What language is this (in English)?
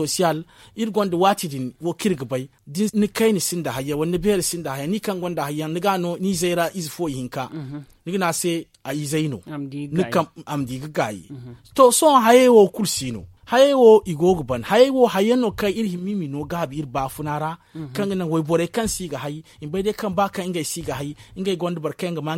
Zarma